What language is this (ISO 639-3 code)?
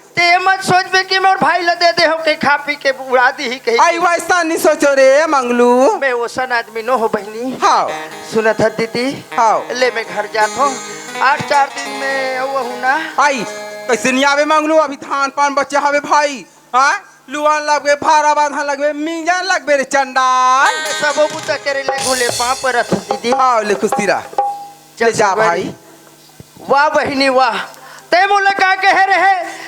hne